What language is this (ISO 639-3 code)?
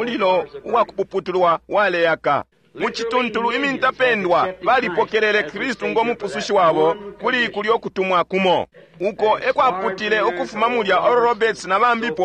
bem